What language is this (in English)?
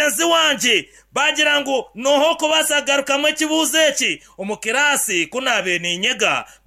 Nyankole